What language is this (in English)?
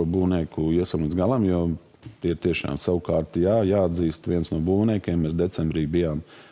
Latvian